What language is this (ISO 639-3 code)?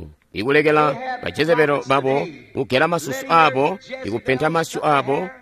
toi